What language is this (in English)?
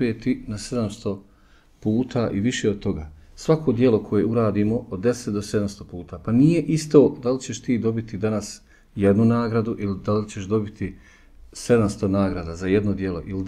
Bosnian